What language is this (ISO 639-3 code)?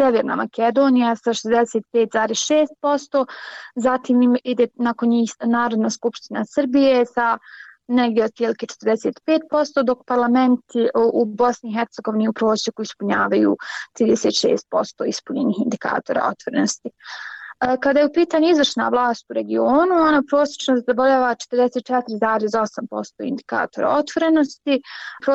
bos